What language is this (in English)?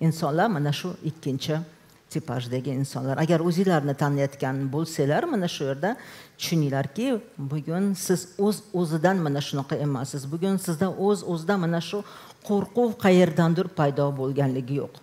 Uzbek